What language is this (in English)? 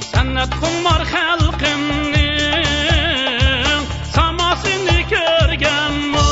Uyghur